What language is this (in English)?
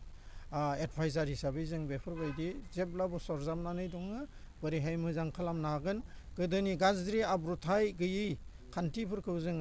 Bodo